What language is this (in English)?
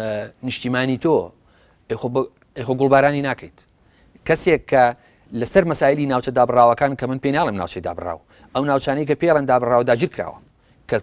Central Kurdish